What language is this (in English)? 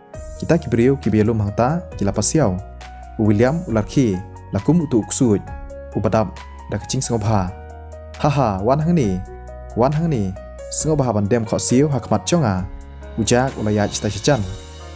Khasi